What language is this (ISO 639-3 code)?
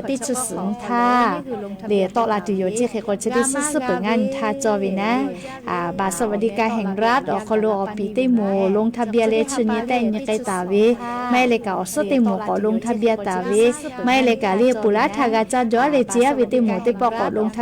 lhu